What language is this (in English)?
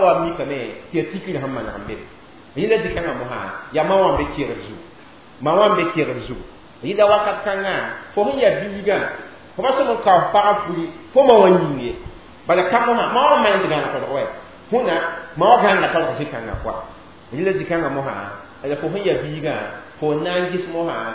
Mossi